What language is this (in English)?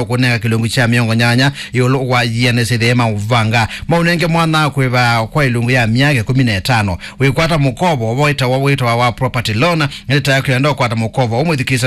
Kamba